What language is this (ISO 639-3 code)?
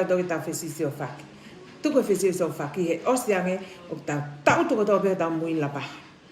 ton